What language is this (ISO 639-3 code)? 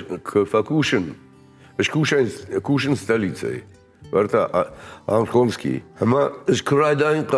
oss